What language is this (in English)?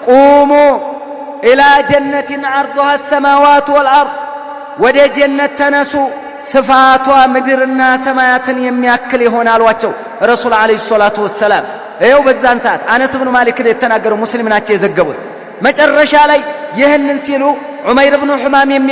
Amharic